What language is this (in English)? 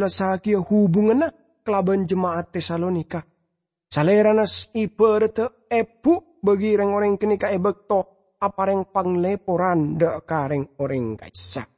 Madurese